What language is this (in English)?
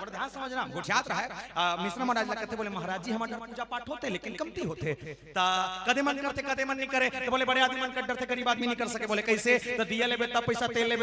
Chhattisgarhi